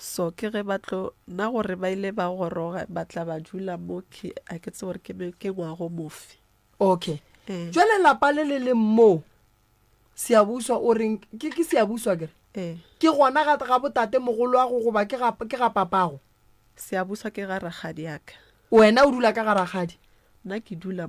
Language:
Northern Sotho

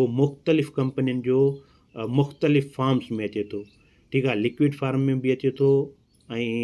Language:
Sindhi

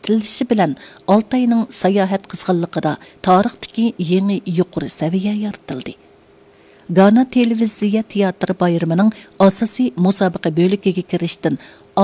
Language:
Uyghur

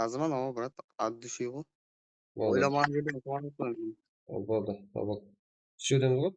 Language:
Kara-Kalpak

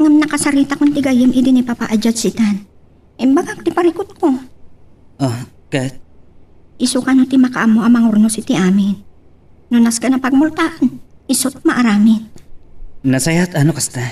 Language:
Iloko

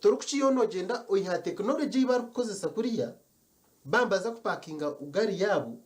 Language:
Nyankole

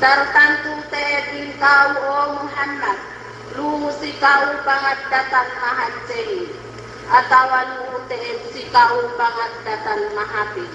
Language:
Yakan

